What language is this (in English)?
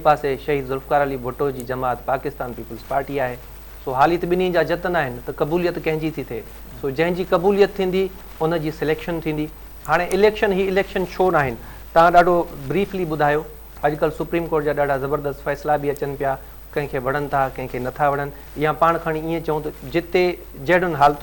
Sindhi